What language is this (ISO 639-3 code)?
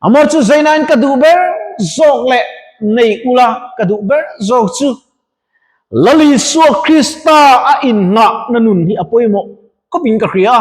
lus